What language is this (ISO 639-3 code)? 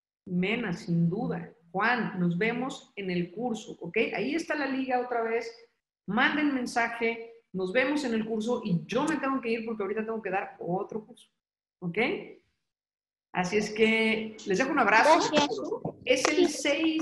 spa